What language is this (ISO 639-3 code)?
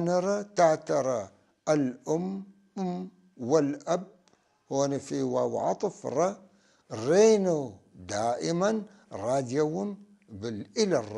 apc